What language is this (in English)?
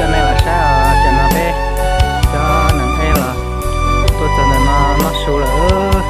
Hmong